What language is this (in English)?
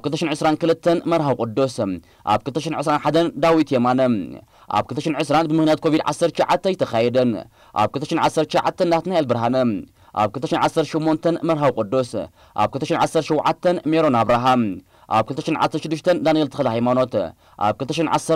Tigrinya